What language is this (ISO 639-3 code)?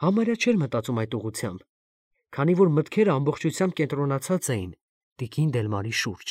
hye